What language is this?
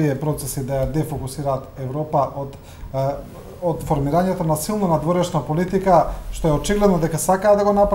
Macedonian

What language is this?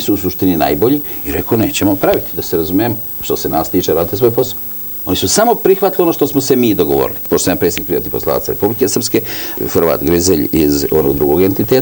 Serbian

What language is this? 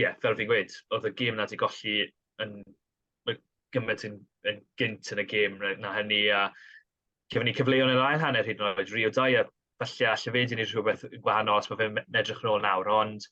Welsh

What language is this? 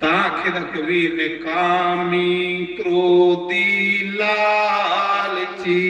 Dogri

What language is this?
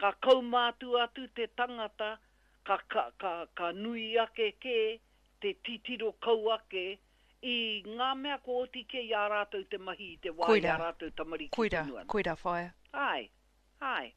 Māori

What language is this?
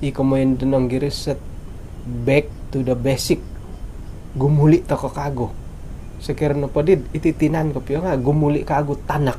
Central Dusun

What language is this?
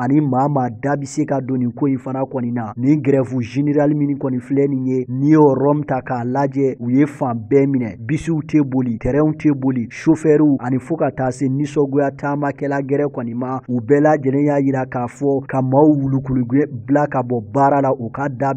Bambara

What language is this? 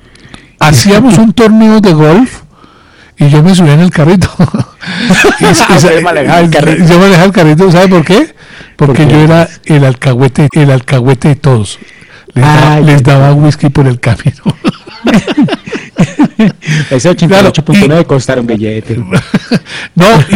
Spanish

